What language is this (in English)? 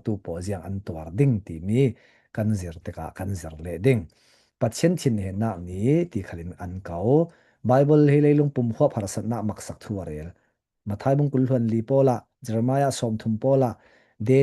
Falam Chin